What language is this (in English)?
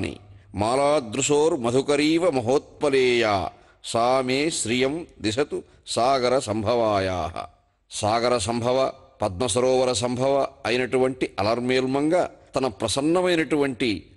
Telugu